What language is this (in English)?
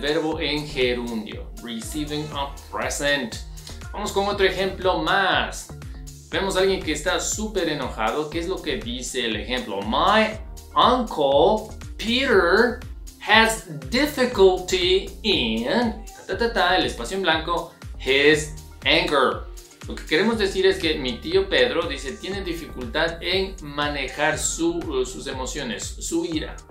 Spanish